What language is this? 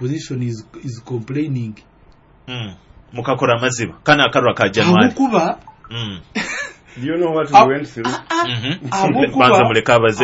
Nyoro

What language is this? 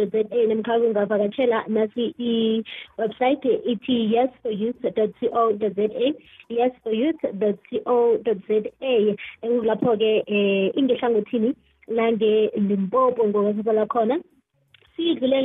South Ndebele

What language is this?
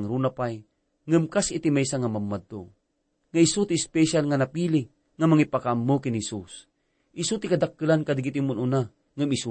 Iloko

